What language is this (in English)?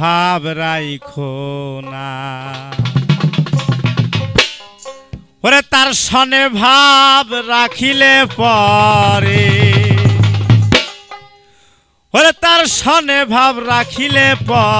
Bangla